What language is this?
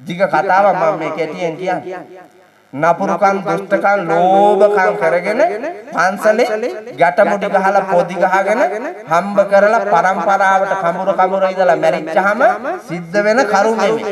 Sinhala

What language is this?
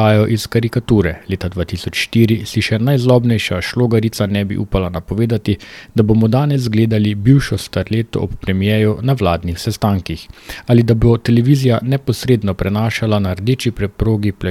Slovenian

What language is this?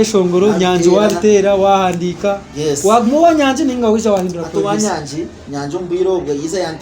Nyankole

